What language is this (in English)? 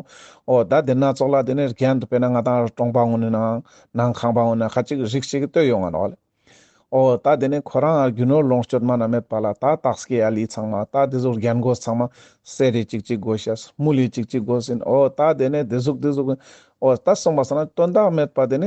Ladakhi